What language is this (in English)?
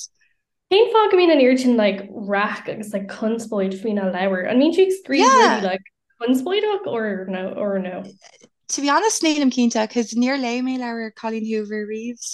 Irish